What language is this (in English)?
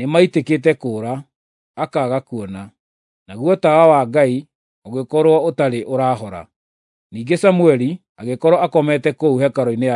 Kikuyu